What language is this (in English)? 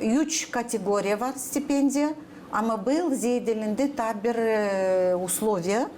Gagauz